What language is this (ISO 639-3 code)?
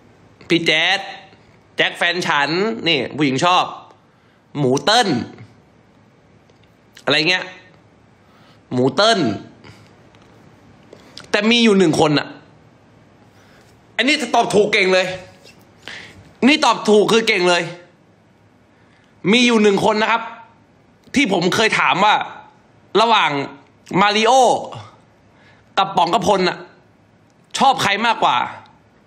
tha